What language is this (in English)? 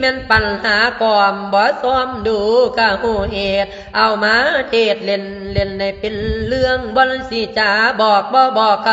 Lao